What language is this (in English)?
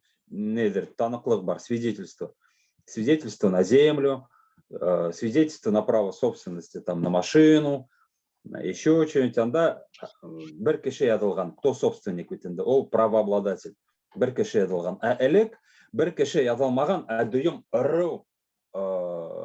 Bashkir